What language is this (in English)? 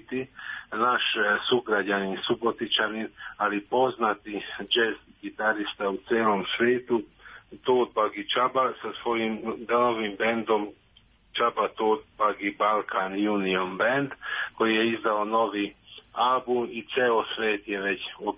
Serbian